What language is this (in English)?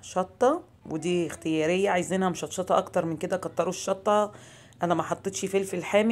Egyptian Arabic